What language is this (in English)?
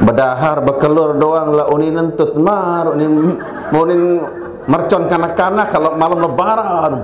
Sasak